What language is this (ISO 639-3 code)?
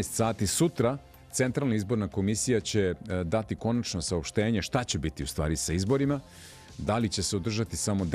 srp